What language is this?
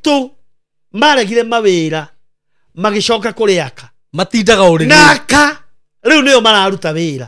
Kikuyu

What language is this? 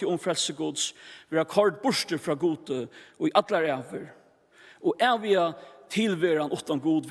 Faroese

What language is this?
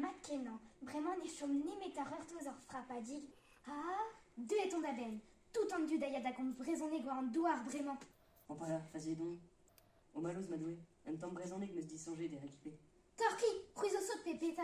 Breton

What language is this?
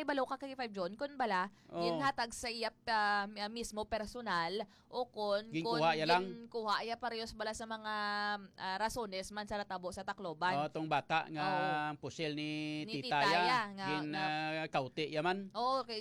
Hiligaynon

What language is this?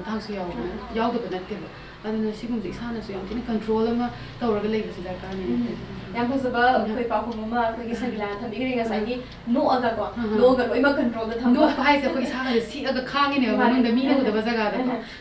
Manipuri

